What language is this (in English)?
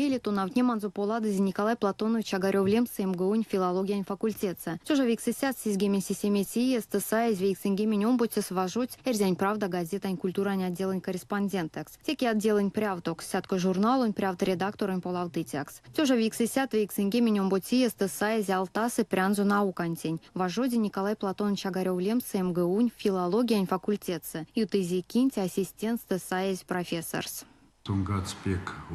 Erzya